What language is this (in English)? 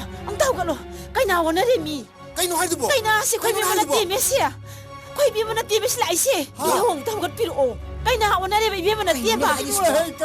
Manipuri